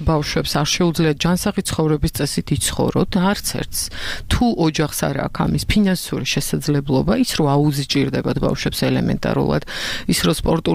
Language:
Georgian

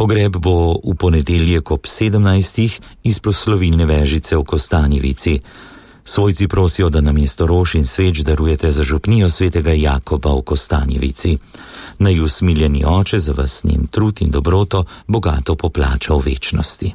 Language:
Slovenian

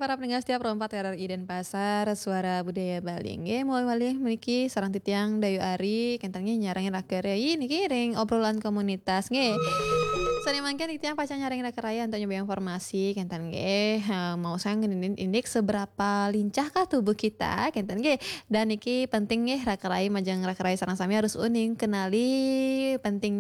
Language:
Balinese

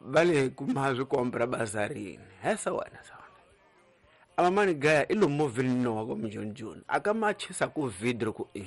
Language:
Tsonga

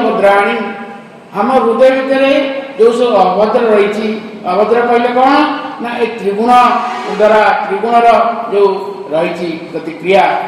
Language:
Odia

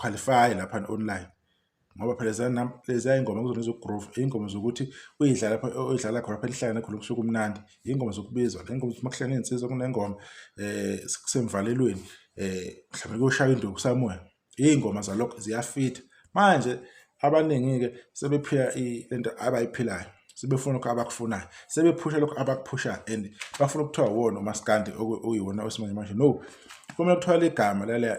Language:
Zulu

